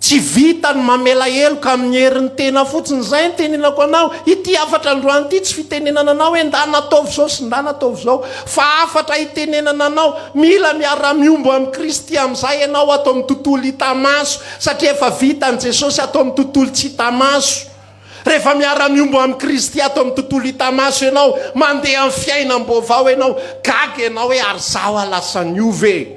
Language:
Malagasy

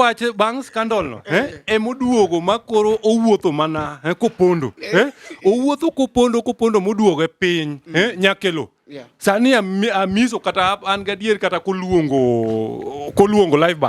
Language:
Luo (Kenya and Tanzania)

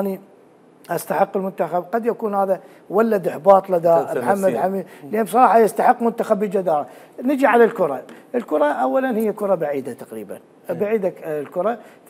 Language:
Mesopotamian Arabic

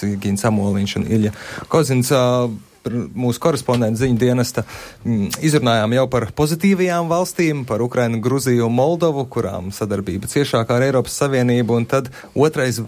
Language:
Latvian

